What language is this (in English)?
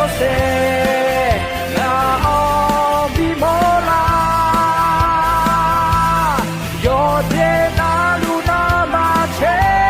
Akha